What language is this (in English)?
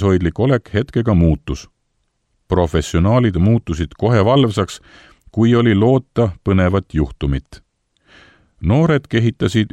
Estonian